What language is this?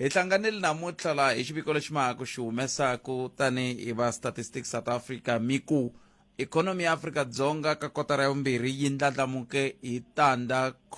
Tsonga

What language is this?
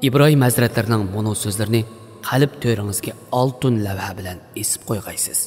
Uyghur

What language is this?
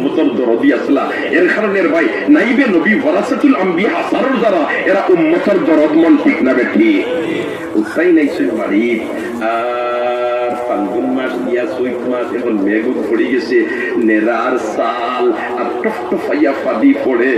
Sylheti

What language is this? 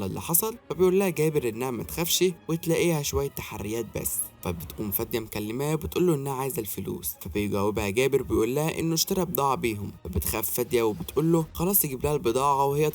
Egyptian Arabic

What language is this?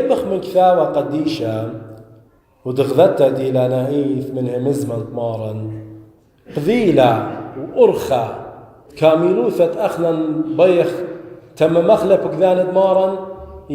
Assyrian Neo-Aramaic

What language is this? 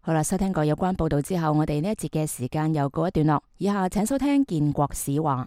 Cantonese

